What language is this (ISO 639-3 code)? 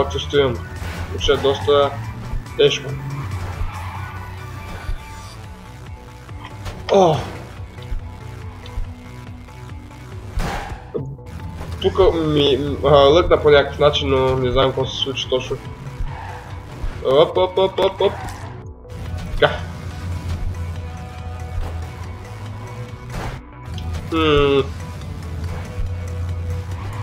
bul